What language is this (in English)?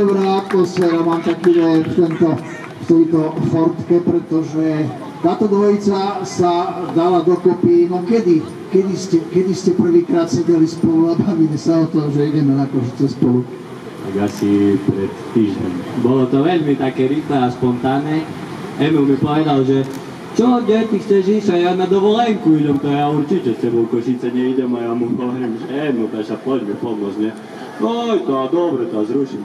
Slovak